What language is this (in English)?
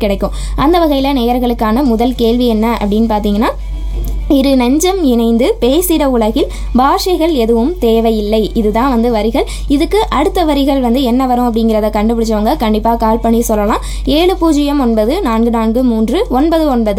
Tamil